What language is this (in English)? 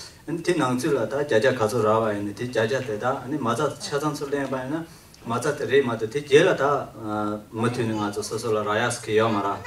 Tibetan